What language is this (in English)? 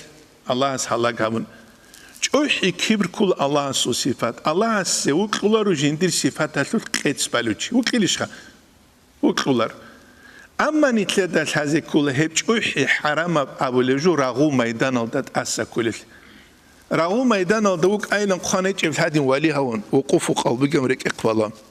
Avaric